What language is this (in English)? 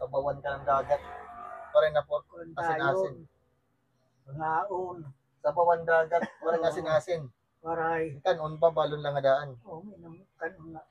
Waray